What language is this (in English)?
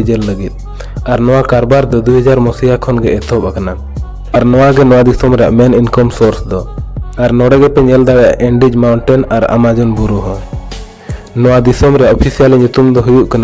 Santali